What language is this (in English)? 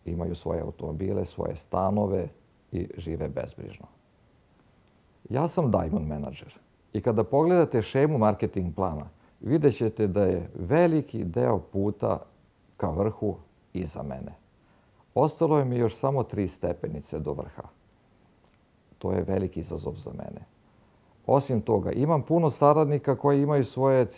Serbian